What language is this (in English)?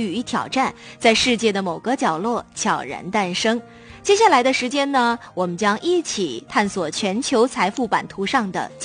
Chinese